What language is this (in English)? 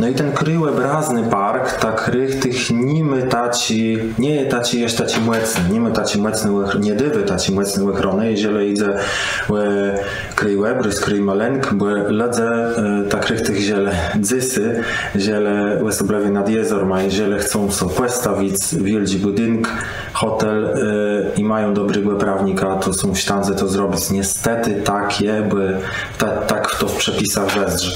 Kashubian